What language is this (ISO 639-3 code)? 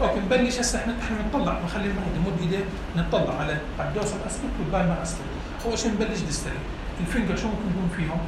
apc